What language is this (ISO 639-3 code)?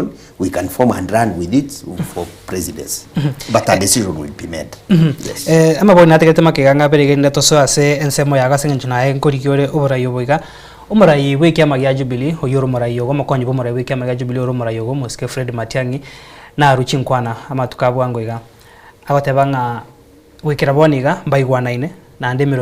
guz